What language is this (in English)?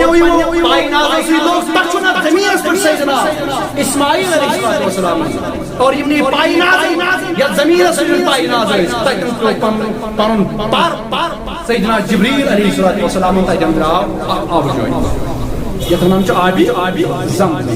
Kashmiri